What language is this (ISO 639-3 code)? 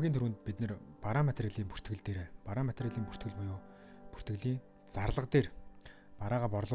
mon